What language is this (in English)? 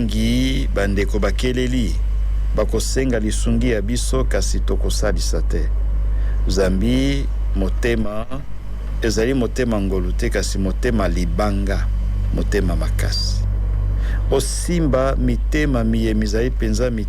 Lingala